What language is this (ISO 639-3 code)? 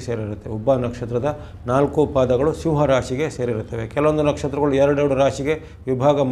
kan